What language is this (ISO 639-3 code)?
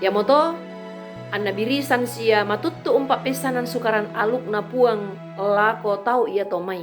sda